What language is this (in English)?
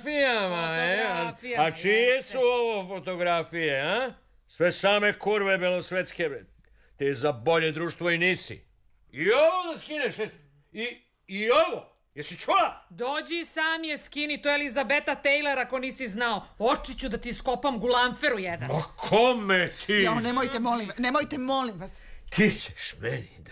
Serbian